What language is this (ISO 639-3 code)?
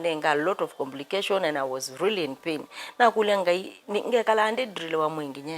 kam